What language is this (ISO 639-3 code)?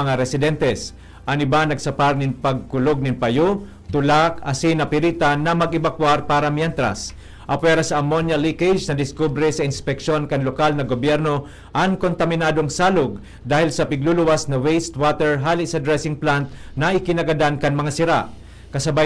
bik